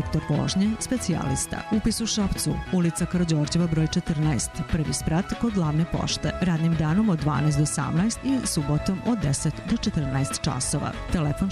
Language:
Serbian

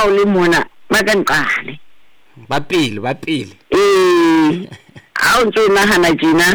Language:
Southern Sotho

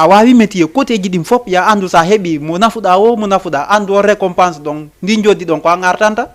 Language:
Fula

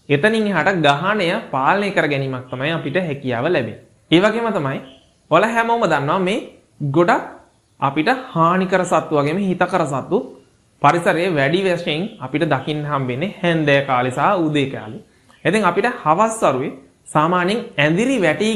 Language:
Sinhala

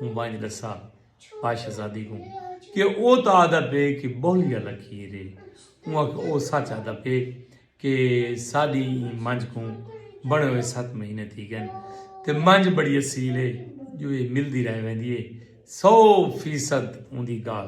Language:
Saraiki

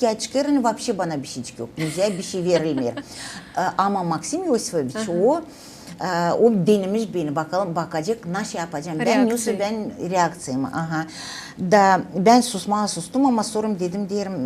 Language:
Gagauz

